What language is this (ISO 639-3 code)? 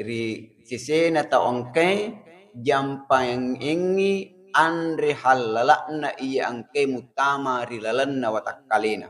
bug